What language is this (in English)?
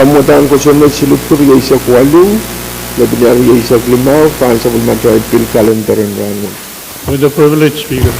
Pohnpeian